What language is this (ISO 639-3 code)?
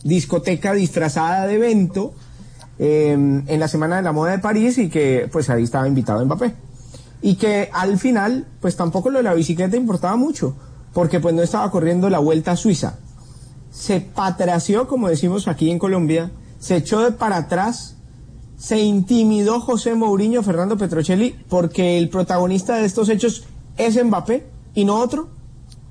spa